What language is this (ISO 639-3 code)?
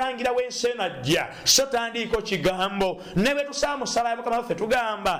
lug